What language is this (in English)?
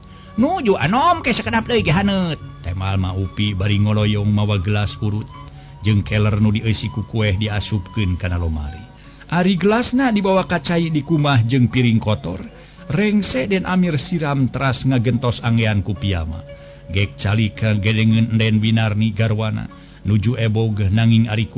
Sundanese